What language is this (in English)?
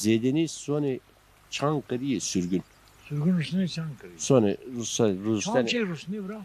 Zaza